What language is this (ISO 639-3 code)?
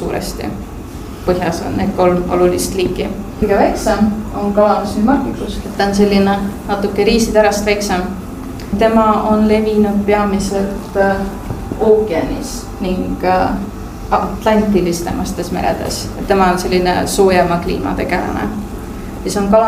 est